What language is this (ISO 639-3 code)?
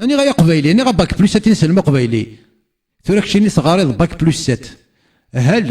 kab